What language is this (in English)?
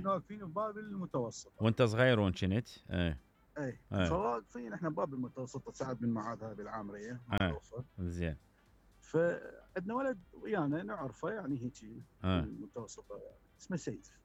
Mesopotamian Arabic